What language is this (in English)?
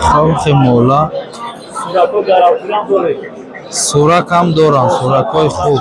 Tajik